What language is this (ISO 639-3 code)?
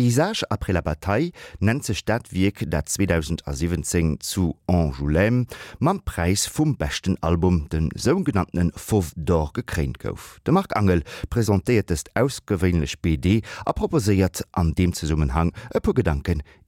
ltz